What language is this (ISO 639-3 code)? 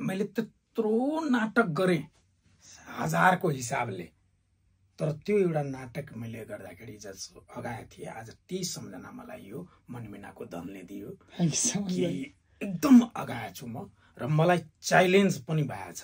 nep